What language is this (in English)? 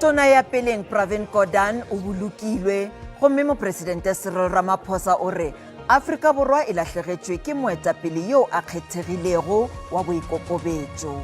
Northern Sotho